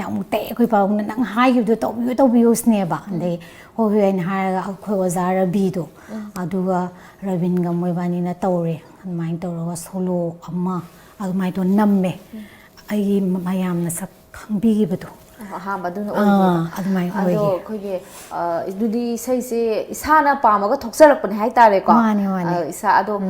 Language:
Manipuri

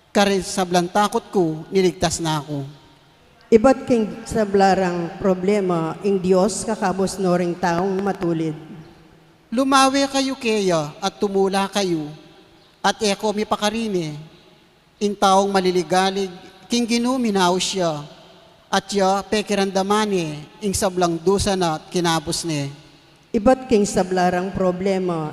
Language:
Pampanga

